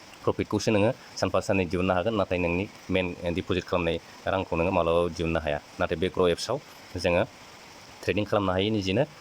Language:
Bodo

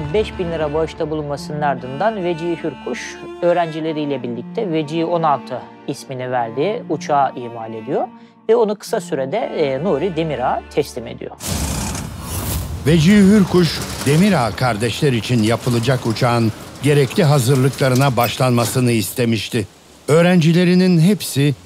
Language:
Turkish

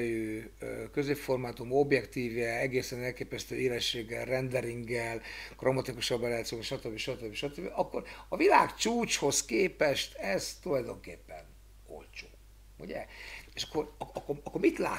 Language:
Hungarian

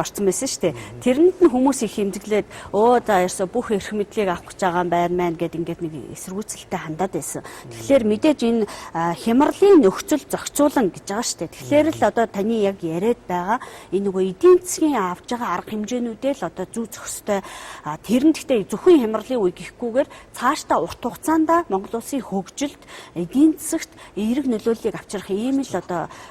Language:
Mongolian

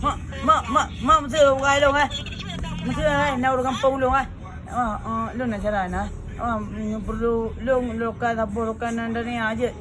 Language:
Achinese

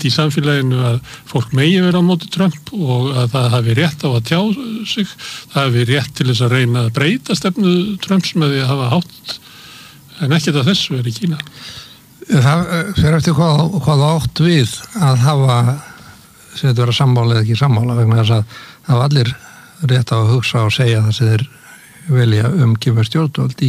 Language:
Icelandic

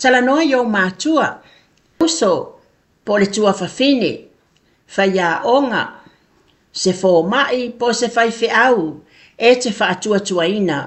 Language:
Samoan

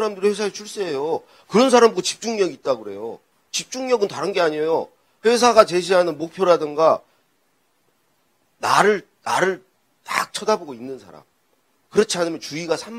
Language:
Korean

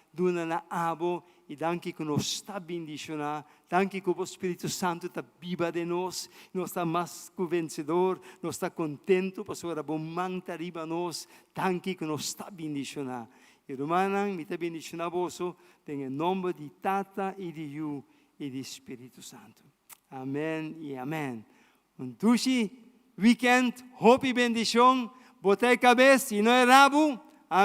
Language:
Papiamento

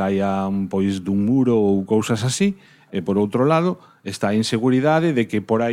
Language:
Galician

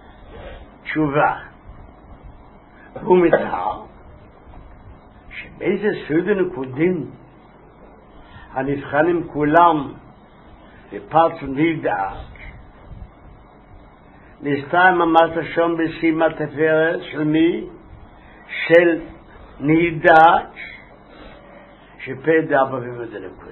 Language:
Hebrew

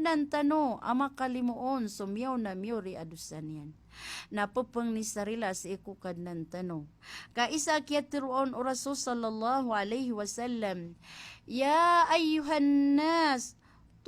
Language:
Maranao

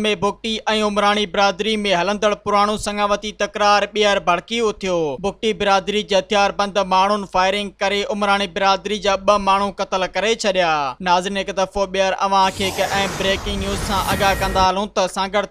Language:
Sindhi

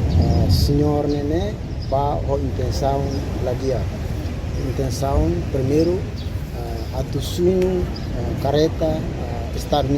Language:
Tetum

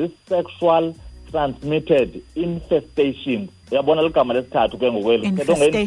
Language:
Xhosa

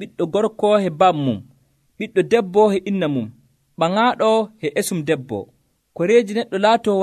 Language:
Nigerian Fulfulde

